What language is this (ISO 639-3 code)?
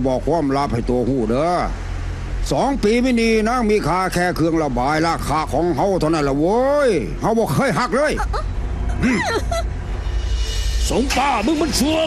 lao